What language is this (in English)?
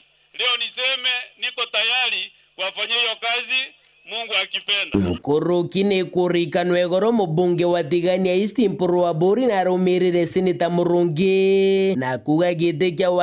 Meru